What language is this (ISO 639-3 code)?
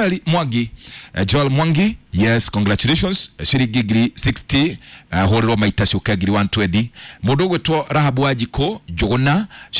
kik